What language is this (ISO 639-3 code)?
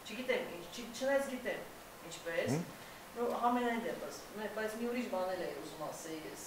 hyw